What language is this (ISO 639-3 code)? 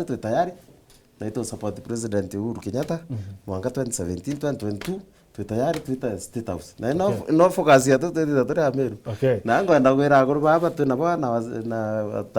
mer